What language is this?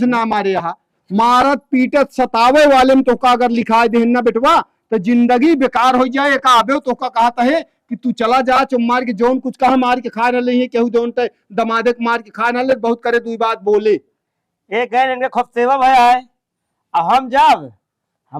Awadhi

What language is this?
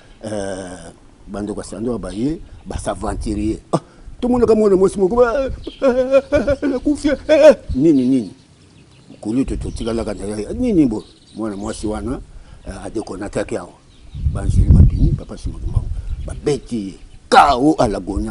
Lingala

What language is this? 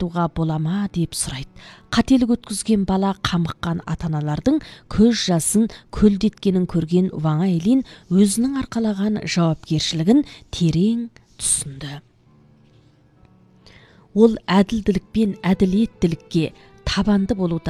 Kazakh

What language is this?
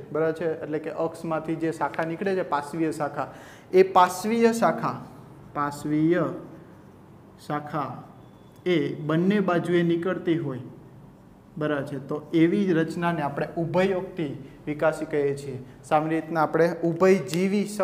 Gujarati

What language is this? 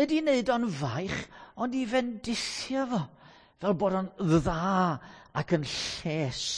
Welsh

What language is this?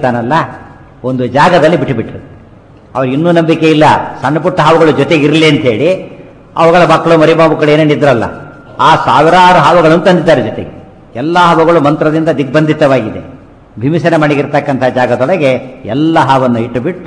Kannada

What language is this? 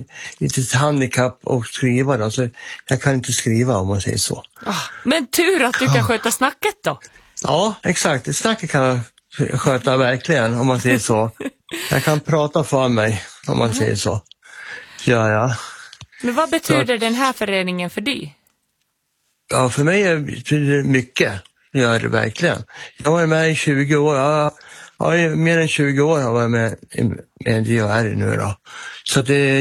Swedish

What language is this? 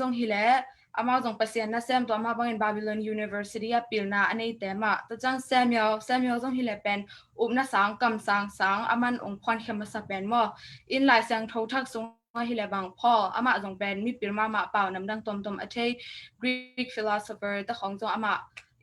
Tedim Chin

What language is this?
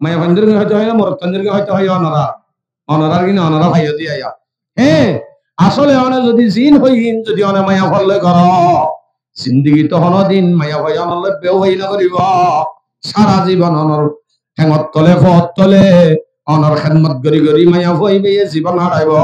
Rohingya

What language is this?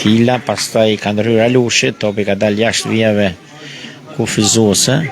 Albanian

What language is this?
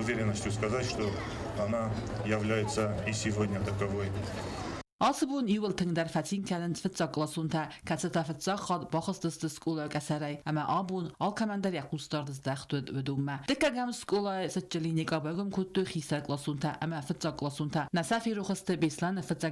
Ossetic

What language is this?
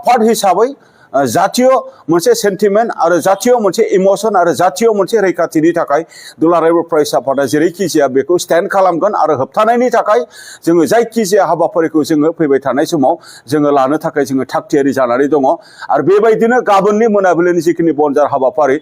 Bodo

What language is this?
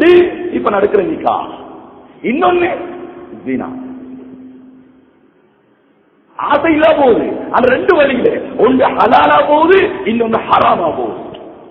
Tamil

